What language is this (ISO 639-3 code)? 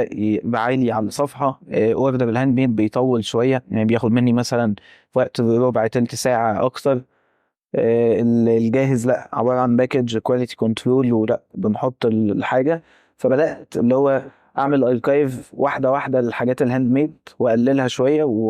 arz